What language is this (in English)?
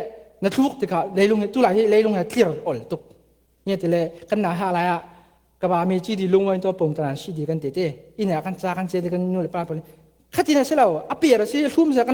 Falam Chin